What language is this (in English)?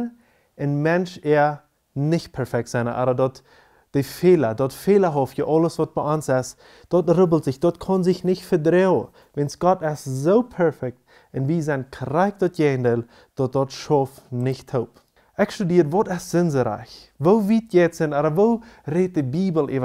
Plautdietsch